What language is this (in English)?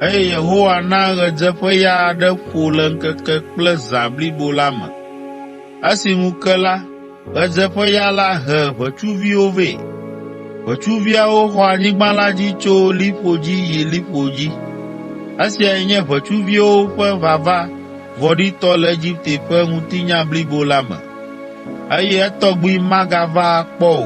Ewe